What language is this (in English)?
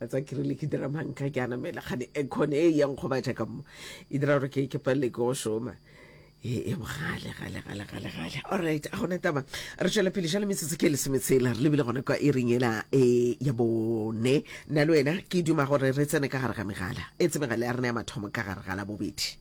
Northern Sotho